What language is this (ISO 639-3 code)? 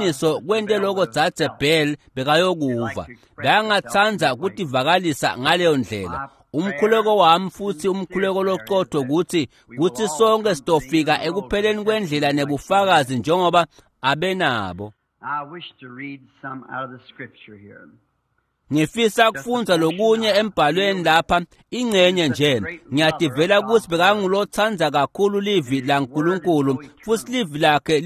ssw